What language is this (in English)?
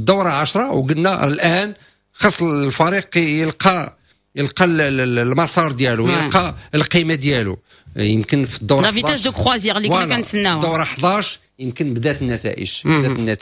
Moroccan Arabic